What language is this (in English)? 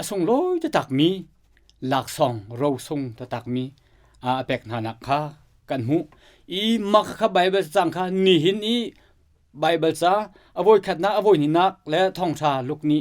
Hakha Chin